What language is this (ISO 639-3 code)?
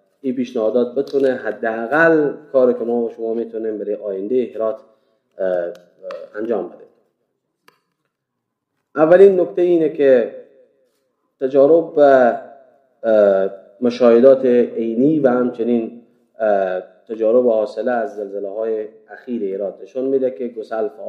fas